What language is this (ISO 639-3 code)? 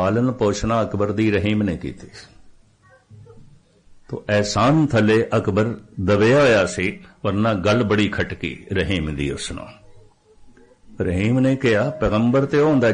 pan